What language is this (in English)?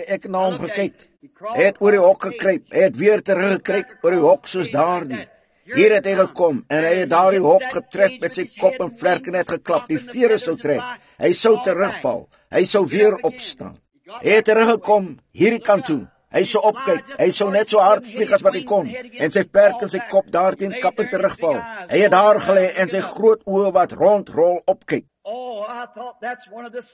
Afrikaans